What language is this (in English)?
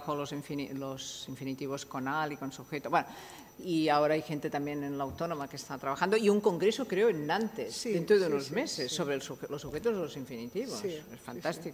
Spanish